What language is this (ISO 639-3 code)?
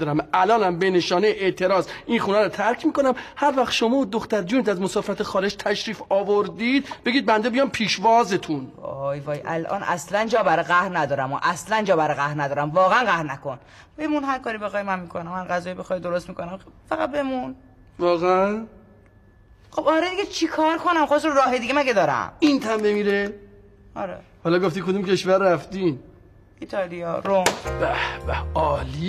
fas